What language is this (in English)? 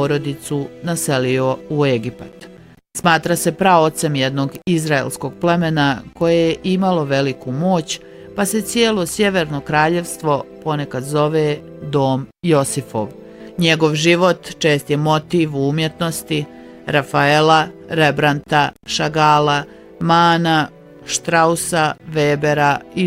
Bosnian